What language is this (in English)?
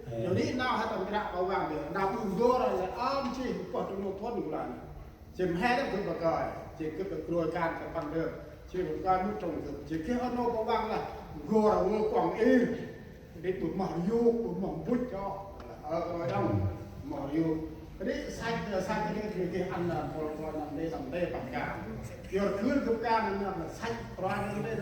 Central Mnong